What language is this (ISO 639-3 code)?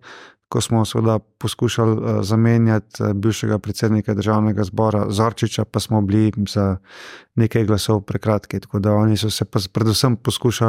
slv